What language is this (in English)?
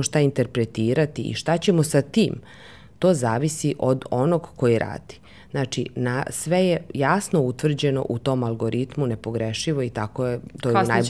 Serbian